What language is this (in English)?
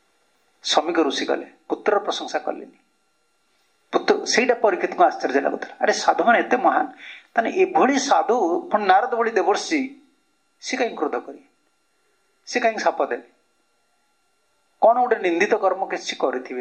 Odia